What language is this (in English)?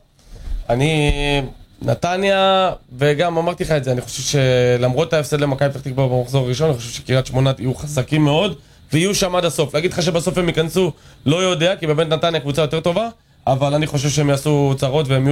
Hebrew